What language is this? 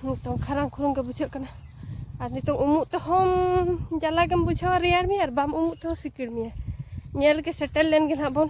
Santali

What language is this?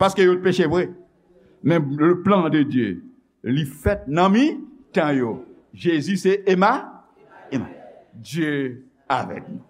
Haitian Creole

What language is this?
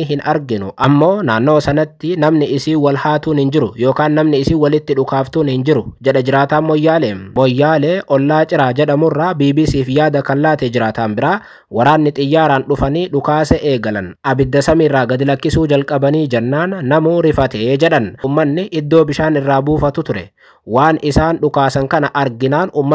Oromo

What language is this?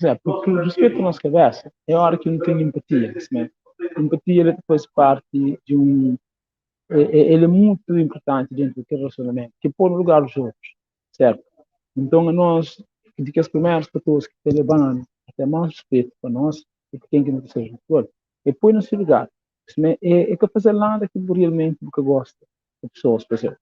Kabuverdianu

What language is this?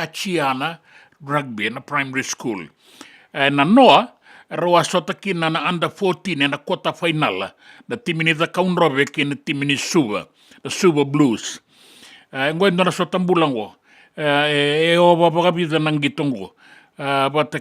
Fijian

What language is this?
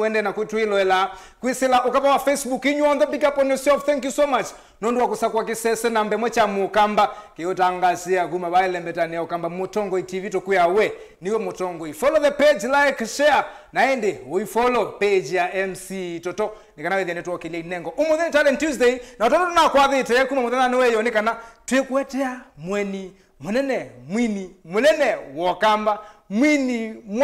Kamba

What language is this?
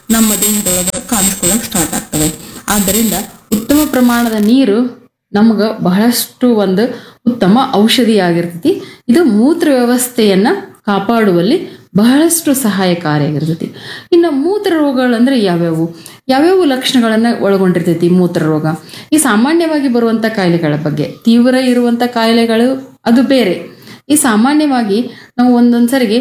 Kannada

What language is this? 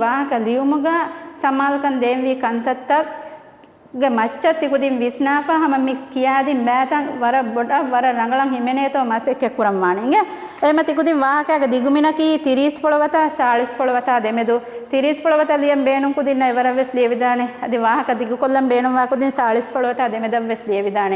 Divehi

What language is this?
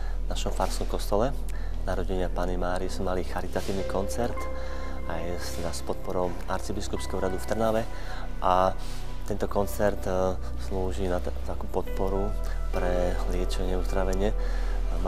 Slovak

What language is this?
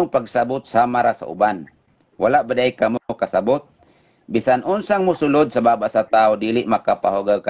Cebuano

